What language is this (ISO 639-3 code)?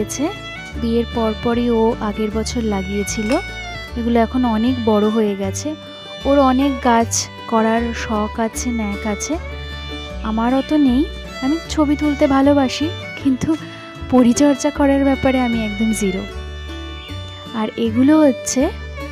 ben